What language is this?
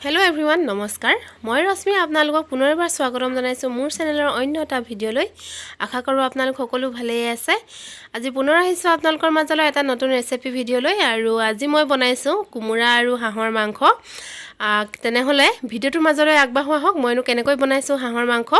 Assamese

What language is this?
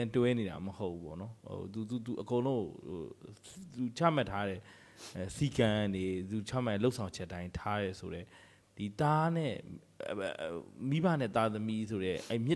Burmese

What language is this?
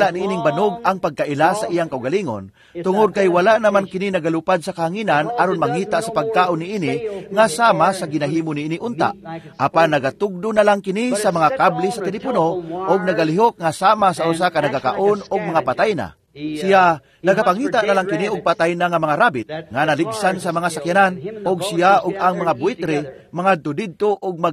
Cebuano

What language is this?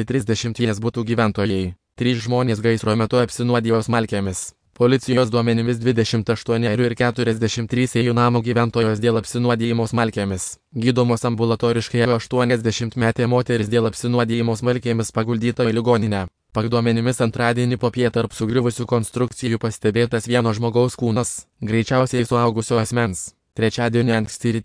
Lithuanian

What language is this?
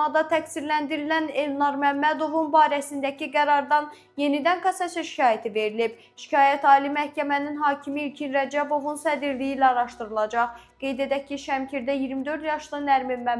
Azerbaijani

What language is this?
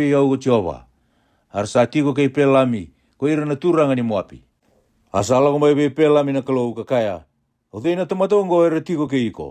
Fijian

